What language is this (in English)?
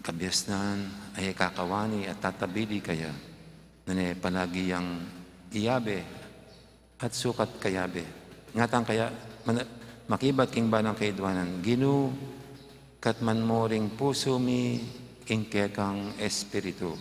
Pampanga